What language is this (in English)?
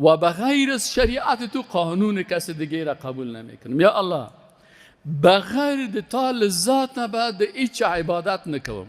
Persian